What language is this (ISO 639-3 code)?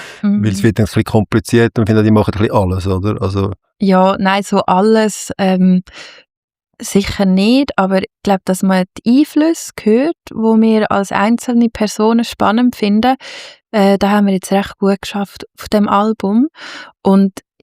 gsw